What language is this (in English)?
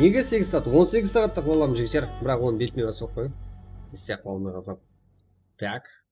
Kara-Kalpak